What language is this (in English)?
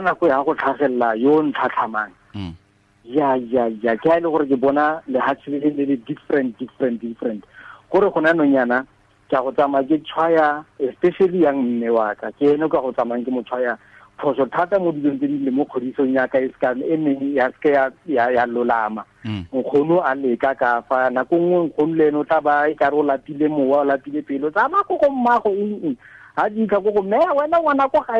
Tswana